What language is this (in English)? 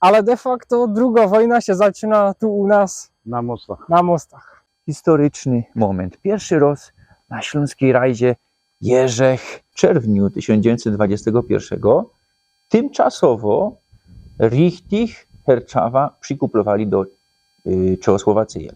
Silesian